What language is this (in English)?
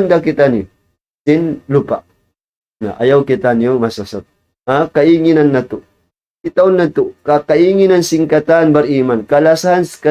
Tausug